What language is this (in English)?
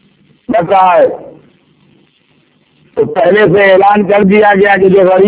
Urdu